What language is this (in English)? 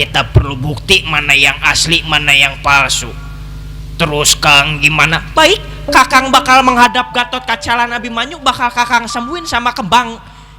Betawi